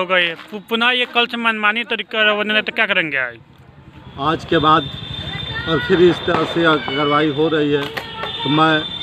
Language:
Hindi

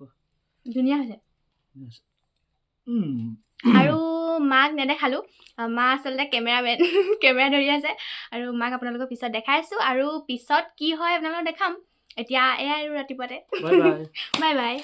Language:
Assamese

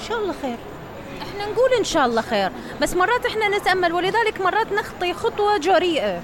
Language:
Mesopotamian Arabic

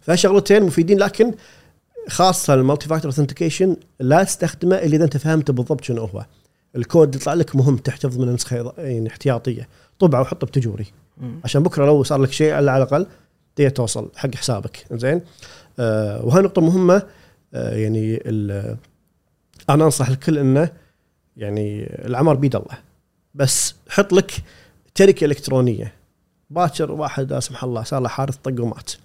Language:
Gulf Arabic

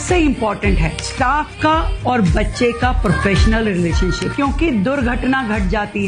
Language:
Hindi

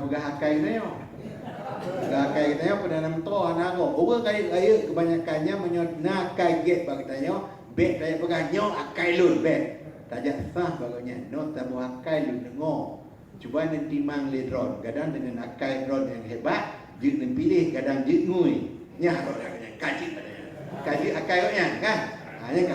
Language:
Achinese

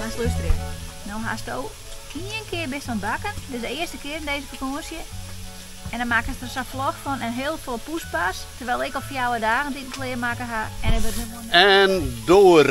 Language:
Western Frisian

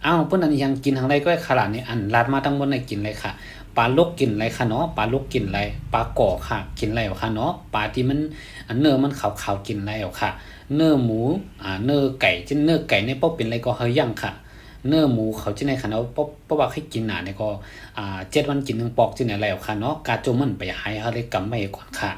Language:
Shan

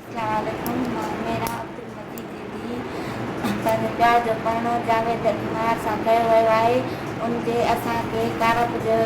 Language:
Sindhi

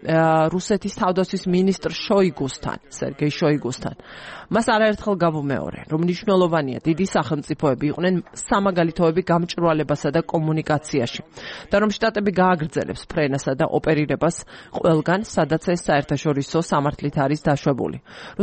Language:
Georgian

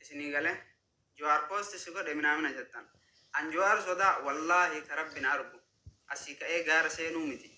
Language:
Oromo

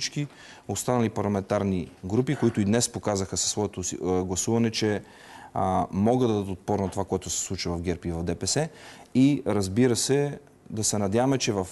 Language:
Bulgarian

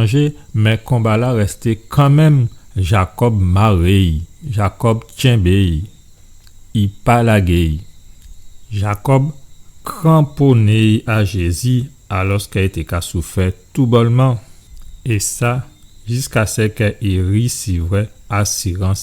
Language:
Guadeloupean Creole French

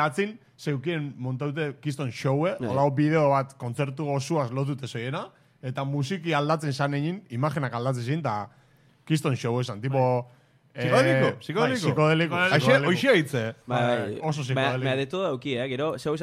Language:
Basque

